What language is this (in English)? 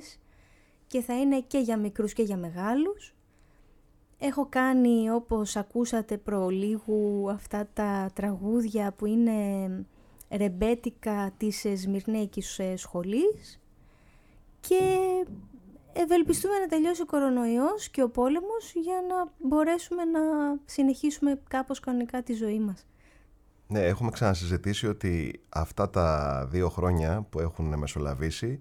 Greek